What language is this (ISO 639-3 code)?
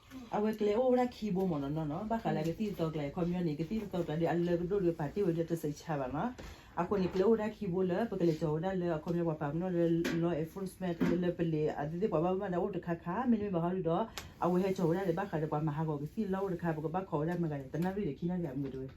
ksw